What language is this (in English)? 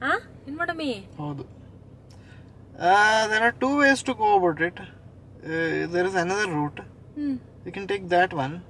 Kannada